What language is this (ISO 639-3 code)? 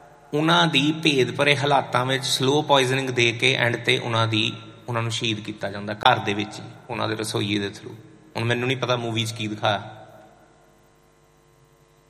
pan